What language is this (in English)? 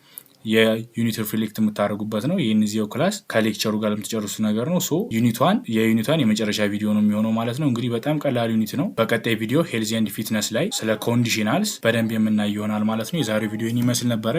Amharic